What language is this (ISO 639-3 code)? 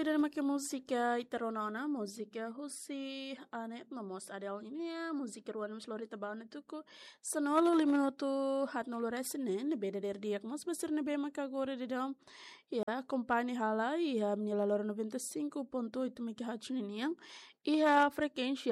tet